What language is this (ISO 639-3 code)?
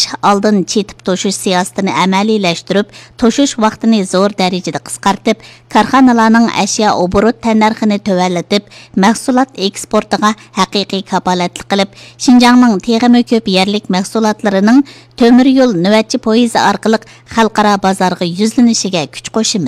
uig